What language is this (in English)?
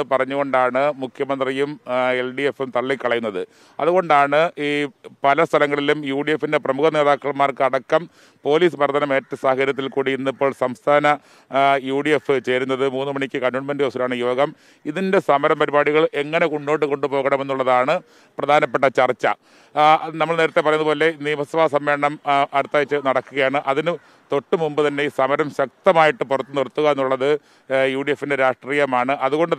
Malayalam